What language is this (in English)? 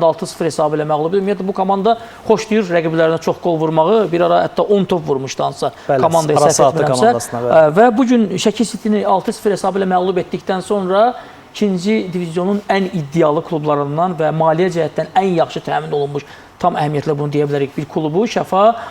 Azerbaijani